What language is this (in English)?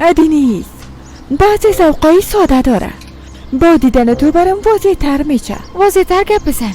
Persian